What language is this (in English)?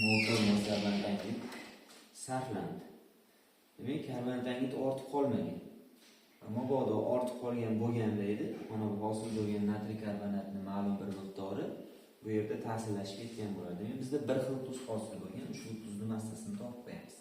Uzbek